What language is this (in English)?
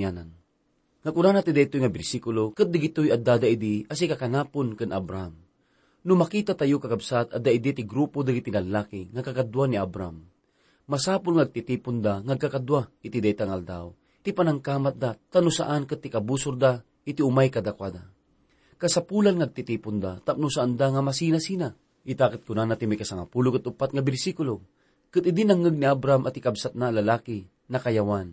Iloko